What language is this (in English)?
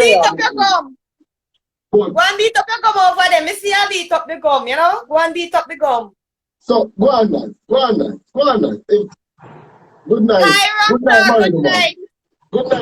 Jamaican Creole English